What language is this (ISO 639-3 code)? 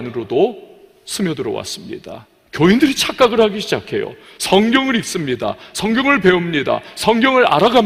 kor